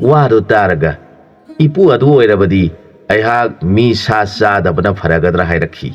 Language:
Manipuri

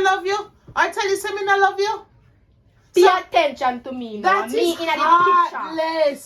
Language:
Jamaican Creole English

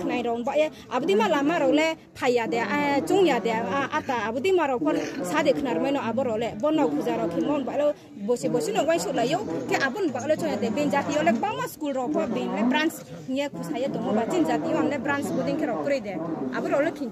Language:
Riang (India)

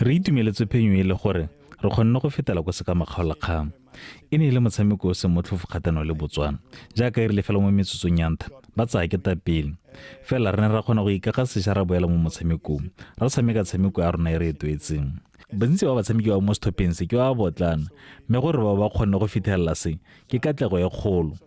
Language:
Tswana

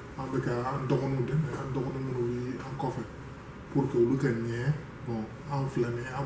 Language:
Bambara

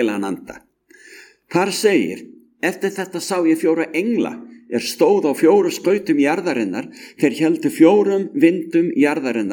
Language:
Icelandic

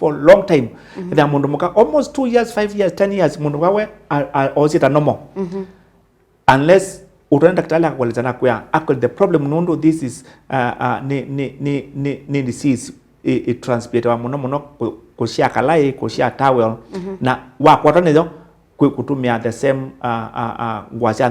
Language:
Kamba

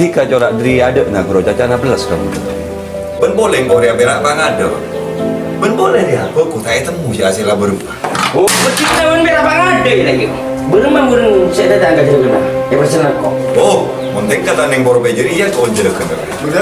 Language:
Madurese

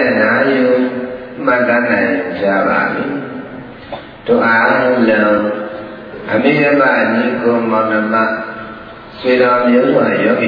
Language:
Burmese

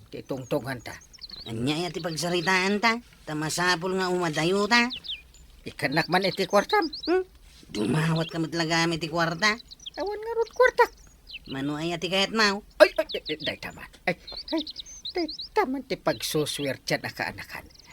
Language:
Iloko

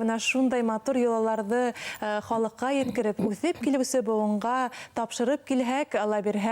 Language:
Bashkir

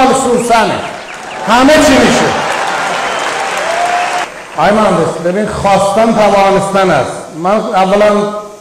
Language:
Persian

